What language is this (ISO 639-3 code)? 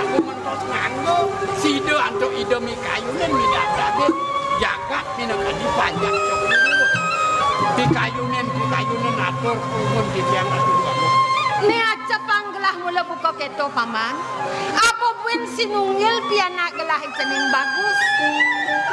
ban